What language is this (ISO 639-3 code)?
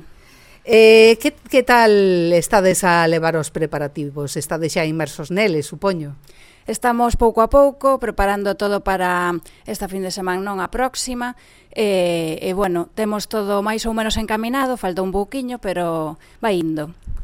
glg